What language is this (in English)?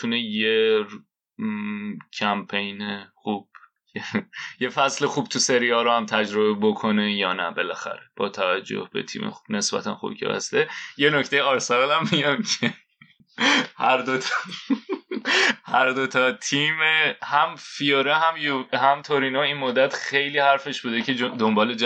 Persian